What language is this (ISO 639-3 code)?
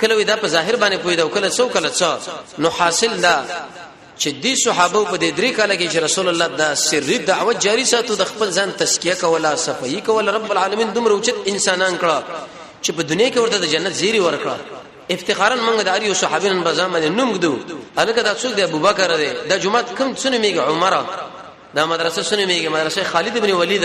pus